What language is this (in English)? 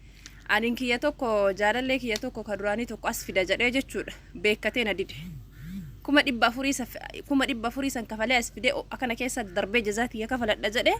Oromo